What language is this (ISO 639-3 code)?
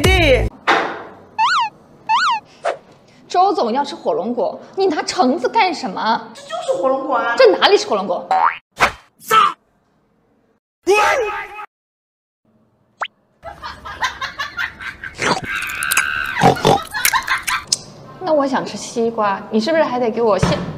zho